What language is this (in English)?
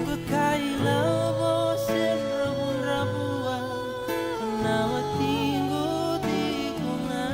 Fijian